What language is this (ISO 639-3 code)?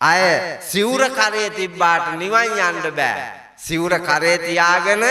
sin